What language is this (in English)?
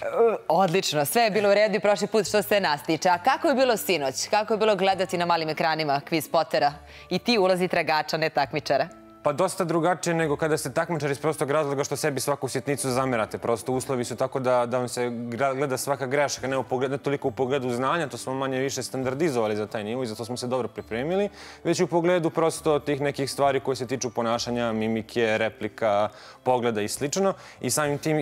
Serbian